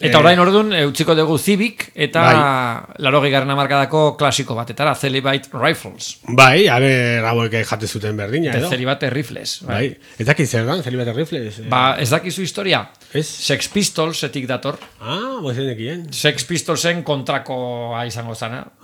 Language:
Basque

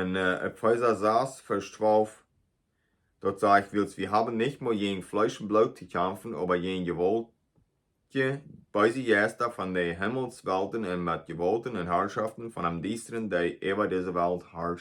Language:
Plautdietsch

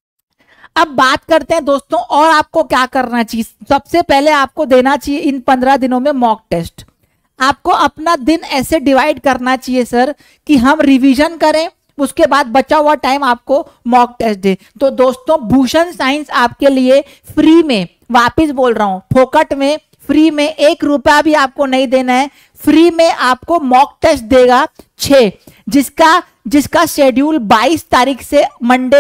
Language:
Hindi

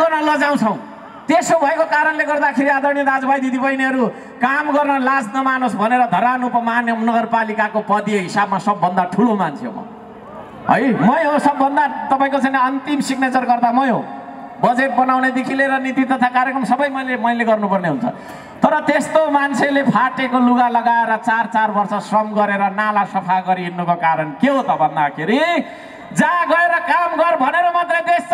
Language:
Nepali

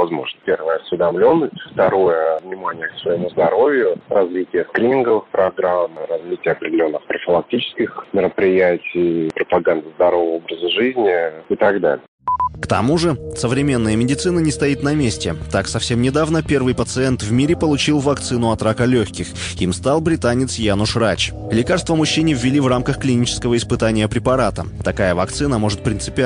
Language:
Russian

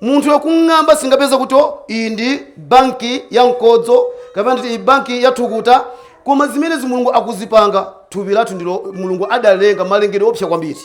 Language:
Nyanja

